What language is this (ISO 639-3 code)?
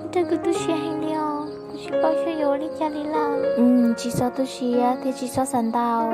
hmn